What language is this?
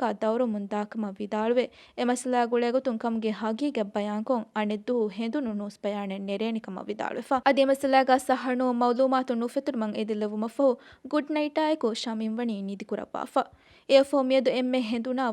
Divehi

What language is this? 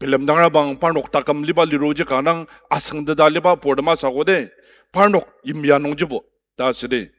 Ao Naga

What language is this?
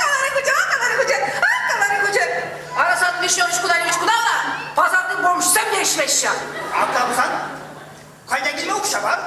Chuvash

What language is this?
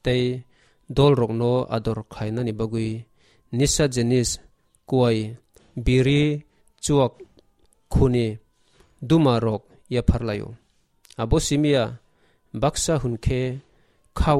Kok Borok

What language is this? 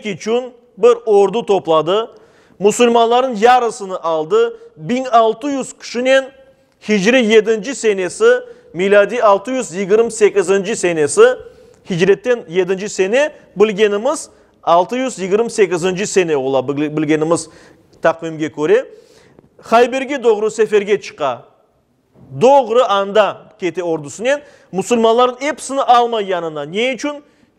Crimean Tatar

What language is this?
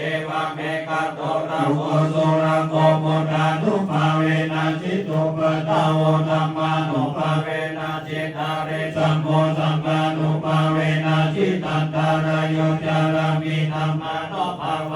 Pali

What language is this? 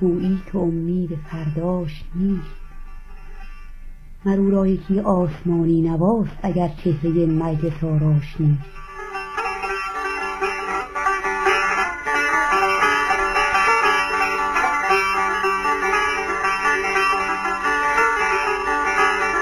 Persian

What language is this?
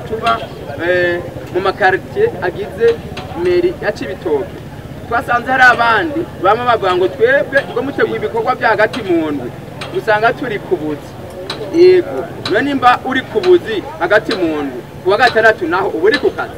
Rundi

